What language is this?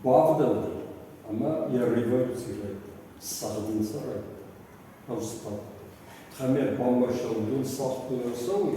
Ossetic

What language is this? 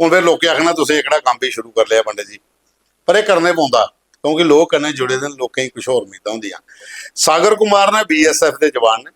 Dogri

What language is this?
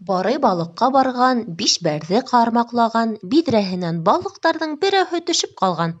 Bashkir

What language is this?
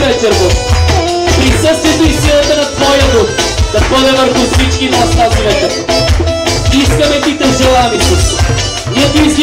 Bulgarian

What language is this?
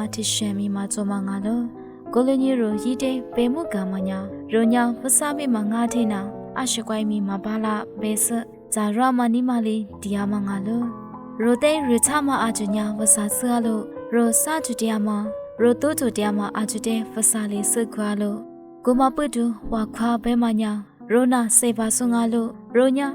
Lisu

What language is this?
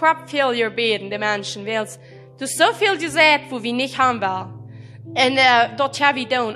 Plautdietsch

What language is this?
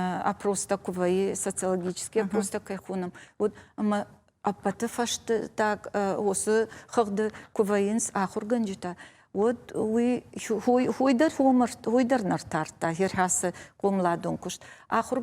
Ossetic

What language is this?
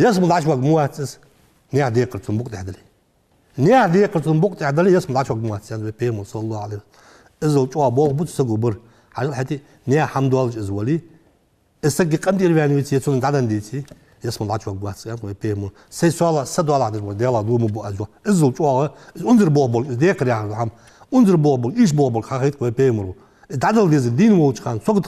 Ingush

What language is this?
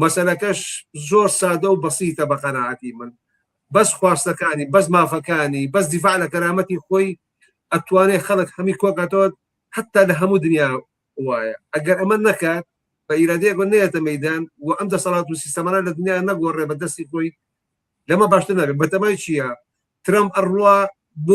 Central Kurdish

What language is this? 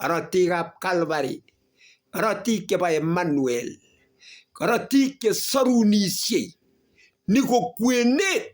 Kalenjin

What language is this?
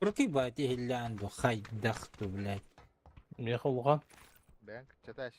Yakut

